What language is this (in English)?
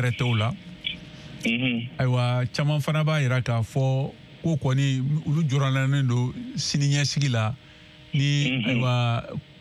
Bambara